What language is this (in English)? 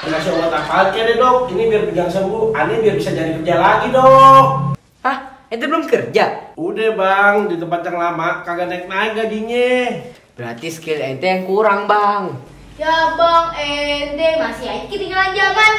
Betawi